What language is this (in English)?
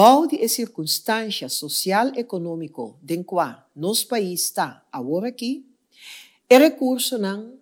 Papiamento